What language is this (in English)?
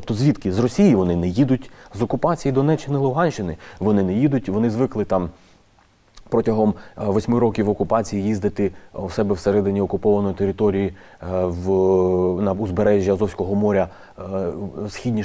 Ukrainian